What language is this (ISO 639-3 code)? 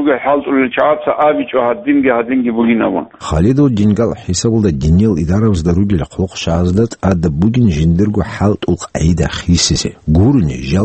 ava